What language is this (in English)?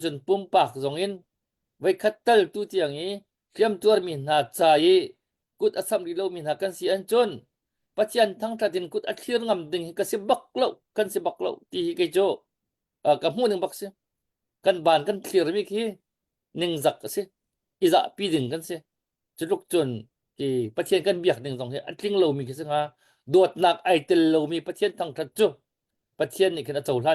Hakha Chin